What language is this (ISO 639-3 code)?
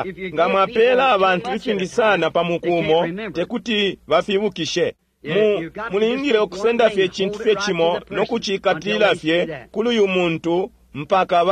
bem